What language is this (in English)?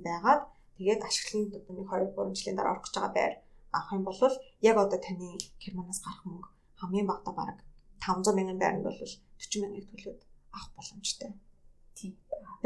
Mongolian